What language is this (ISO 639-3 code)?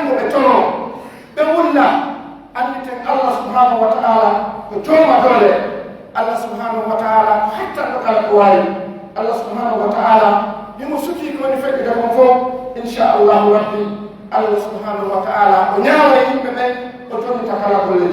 fuf